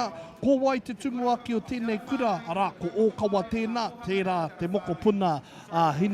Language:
Māori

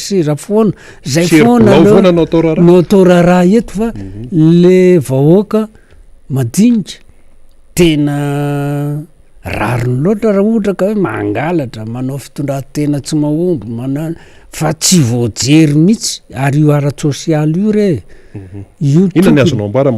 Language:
Malagasy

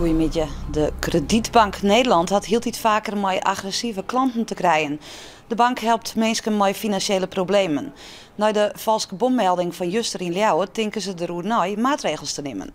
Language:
Western Frisian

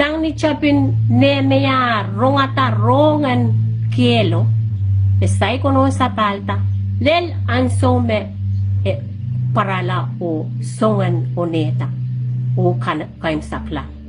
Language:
Pohnpeian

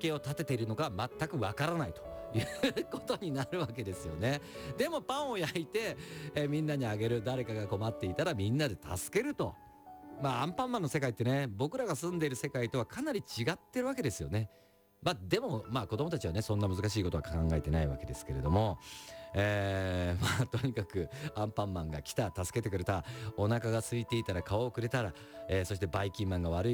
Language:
Japanese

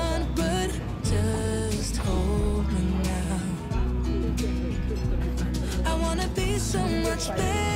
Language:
English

